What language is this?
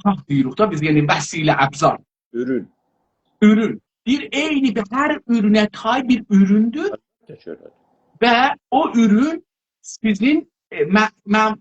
South Azerbaijani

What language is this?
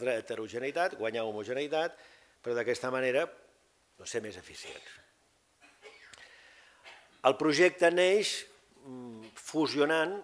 Catalan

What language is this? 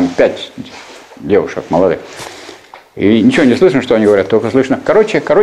Russian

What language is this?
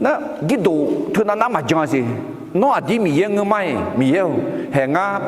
Akha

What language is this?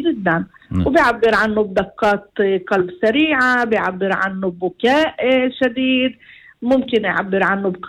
North Levantine Arabic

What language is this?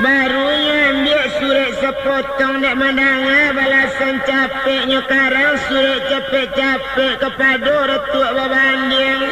Minangkabau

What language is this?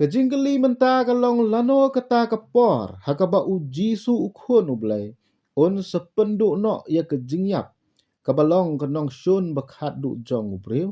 Khasi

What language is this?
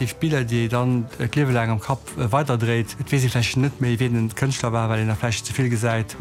Luxembourgish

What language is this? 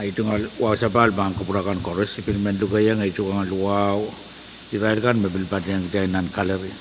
Pohnpeian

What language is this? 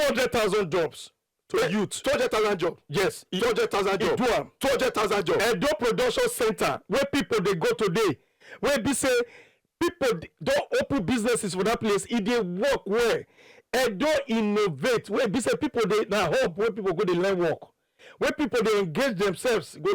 Nigerian Pidgin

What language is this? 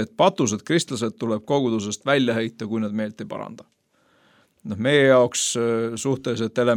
Estonian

